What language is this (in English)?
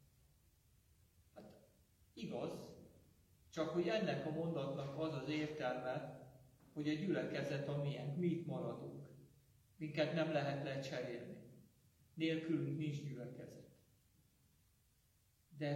Hungarian